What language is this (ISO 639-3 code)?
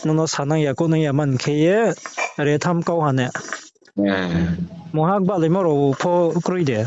ria